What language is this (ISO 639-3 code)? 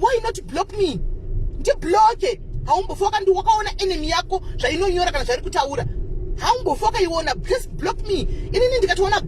sna